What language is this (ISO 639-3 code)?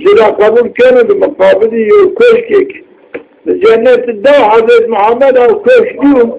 zza